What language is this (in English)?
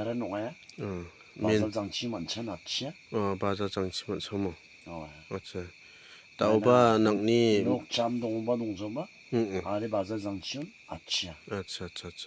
Garo